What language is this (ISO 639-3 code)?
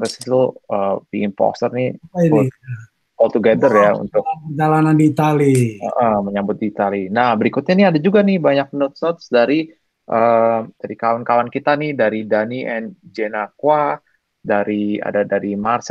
ind